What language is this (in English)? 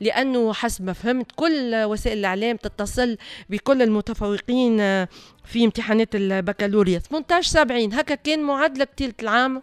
Tunisian Arabic